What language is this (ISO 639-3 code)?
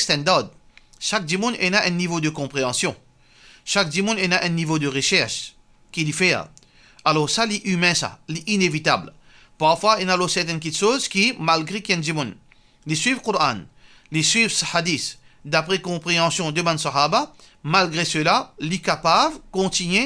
mfe